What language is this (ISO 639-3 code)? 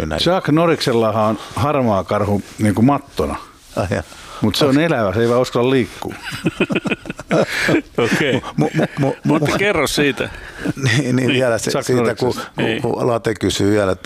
fin